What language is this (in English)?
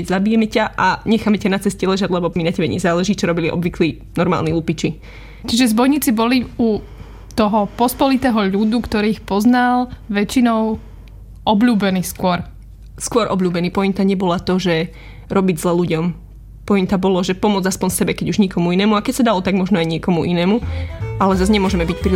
Slovak